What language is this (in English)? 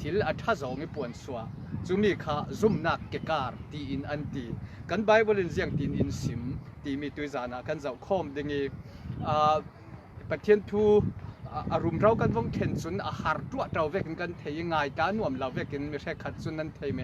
Falam Chin